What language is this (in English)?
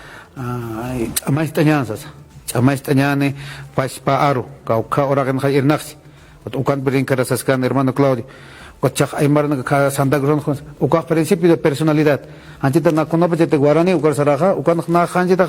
Aymara